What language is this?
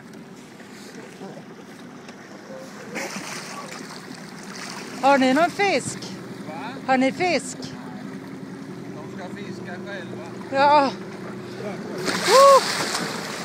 Swedish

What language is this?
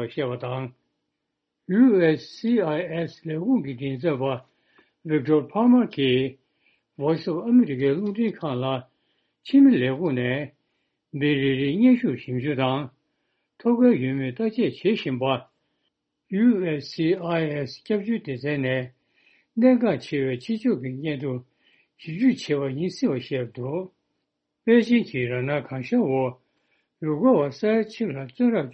Tibetan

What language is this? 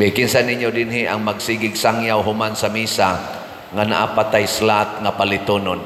Cebuano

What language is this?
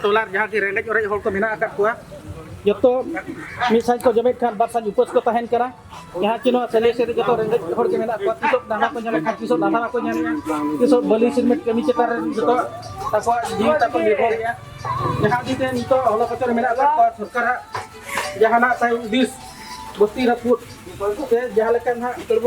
Santali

